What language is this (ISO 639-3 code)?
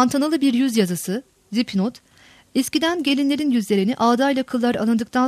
tur